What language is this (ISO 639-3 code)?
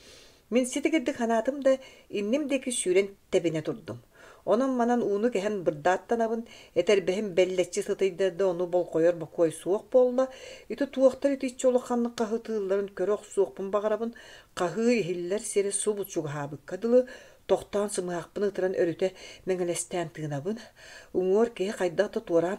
sah